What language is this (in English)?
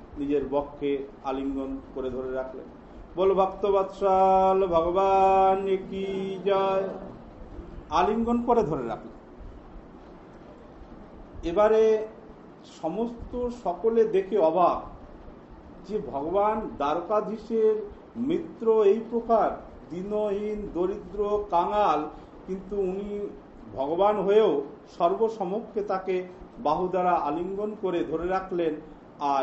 Bangla